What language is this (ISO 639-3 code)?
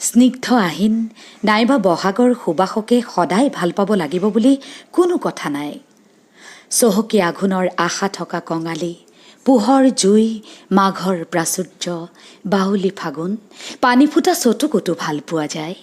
asm